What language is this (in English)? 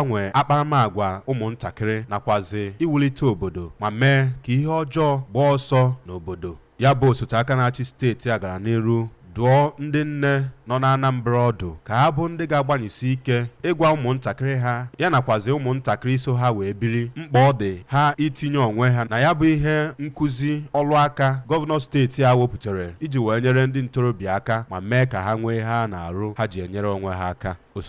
Igbo